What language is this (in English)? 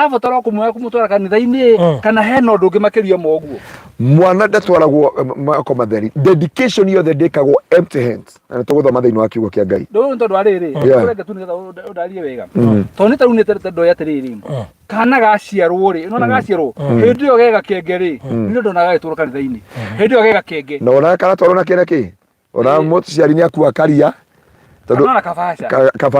Kikuyu